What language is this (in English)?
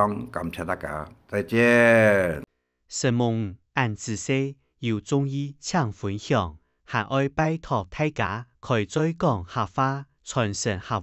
Hakka Chinese